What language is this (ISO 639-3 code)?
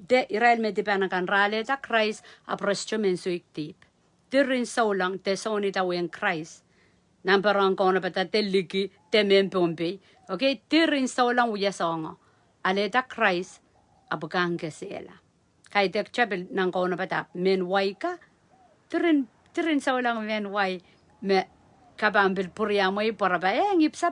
pon